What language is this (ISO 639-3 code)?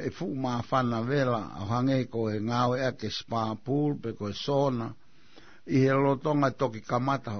ton